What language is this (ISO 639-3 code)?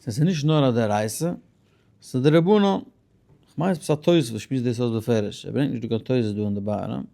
yid